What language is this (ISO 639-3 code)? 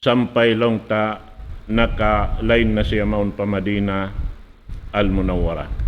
tsg